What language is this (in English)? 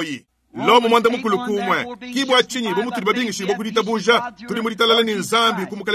Luba-Lulua